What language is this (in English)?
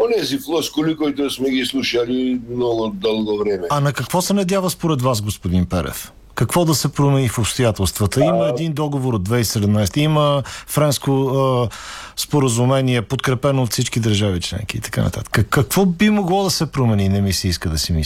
Bulgarian